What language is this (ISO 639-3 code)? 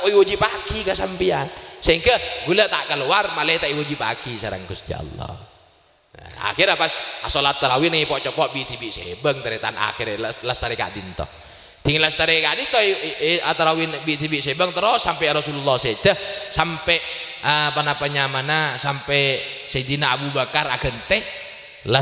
mad